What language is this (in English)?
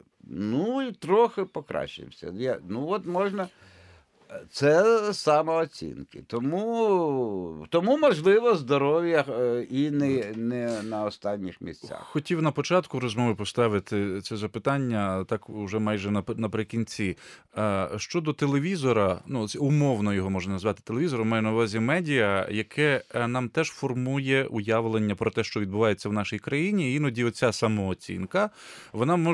Ukrainian